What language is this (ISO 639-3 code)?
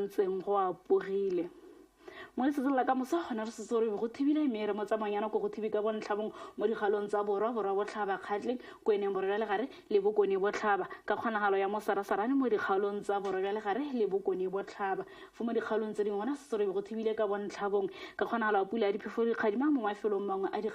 tsn